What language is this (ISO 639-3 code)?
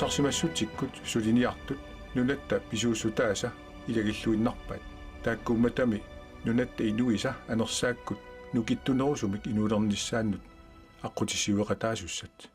kal